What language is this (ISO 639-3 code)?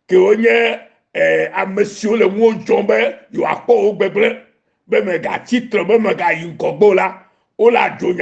ewe